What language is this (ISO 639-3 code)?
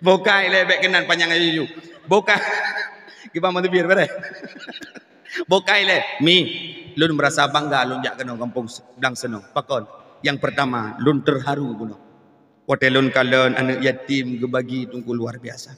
ace